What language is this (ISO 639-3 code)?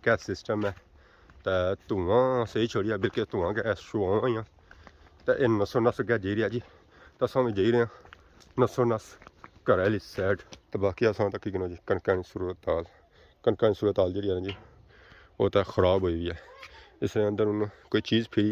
phr